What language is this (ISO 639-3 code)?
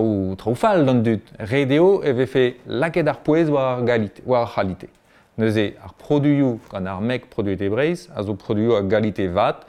bre